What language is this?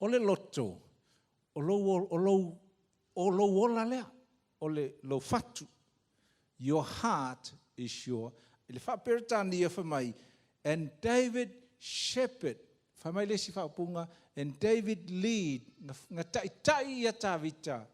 Samoan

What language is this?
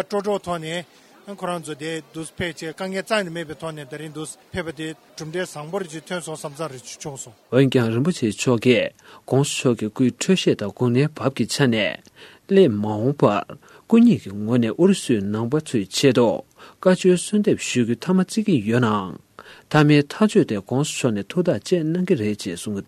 Tibetan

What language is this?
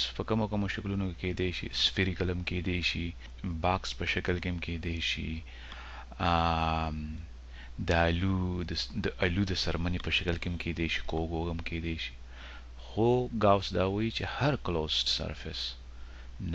Pashto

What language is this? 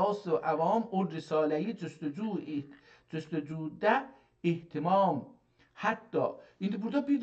South Azerbaijani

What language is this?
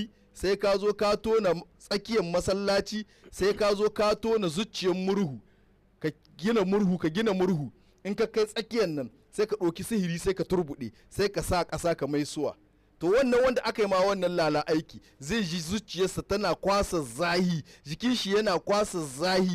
Hausa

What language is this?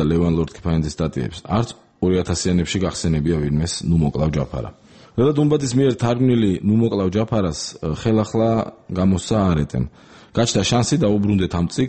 Georgian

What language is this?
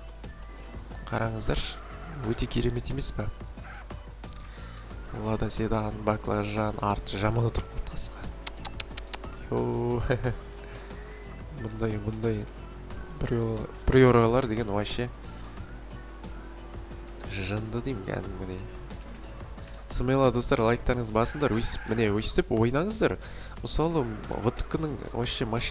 Kazakh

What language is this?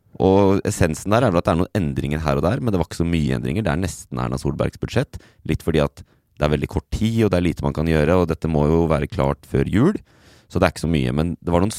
Norwegian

